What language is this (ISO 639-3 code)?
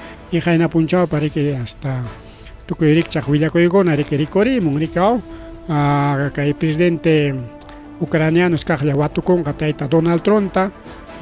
quy